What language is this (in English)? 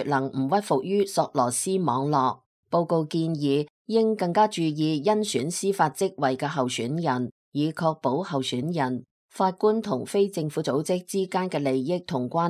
Cantonese